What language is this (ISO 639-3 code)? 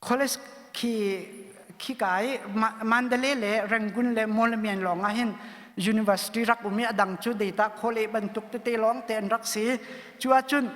cnh